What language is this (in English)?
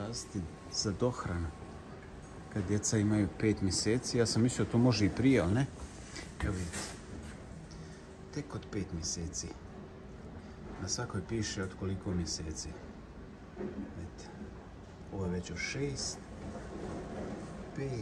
Croatian